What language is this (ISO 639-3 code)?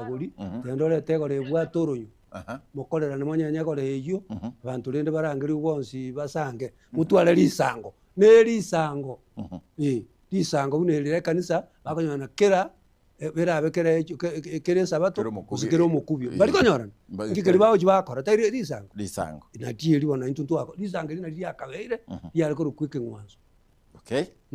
guz